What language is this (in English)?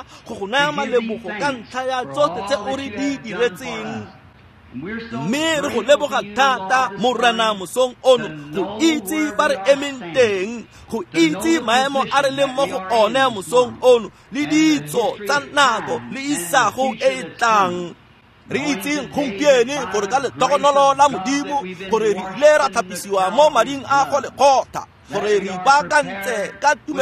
Tswana